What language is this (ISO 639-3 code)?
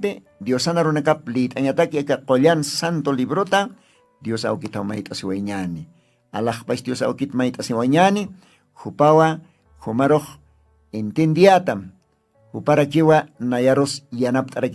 aym